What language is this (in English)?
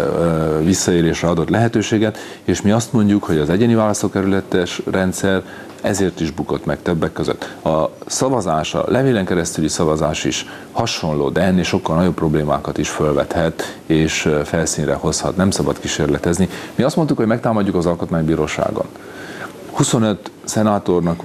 Hungarian